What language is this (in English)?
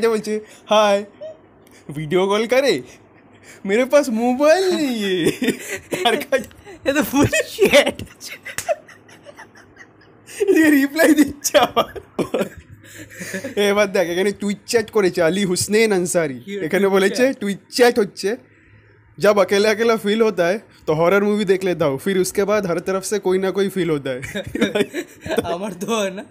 Bangla